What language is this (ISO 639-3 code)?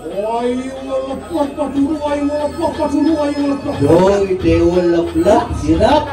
ban